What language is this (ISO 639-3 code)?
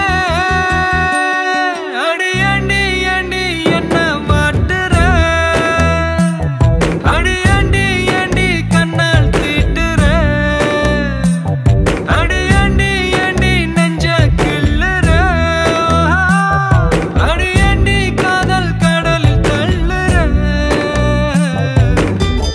tam